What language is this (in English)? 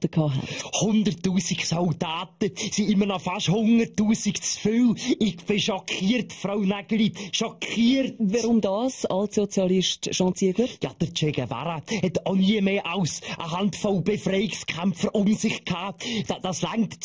Swiss German